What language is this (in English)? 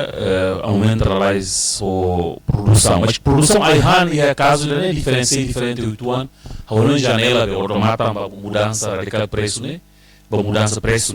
Tetum